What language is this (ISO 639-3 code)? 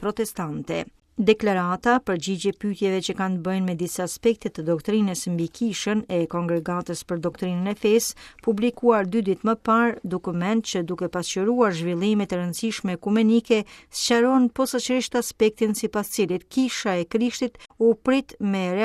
sqi